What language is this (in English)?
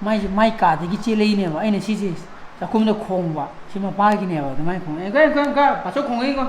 Manipuri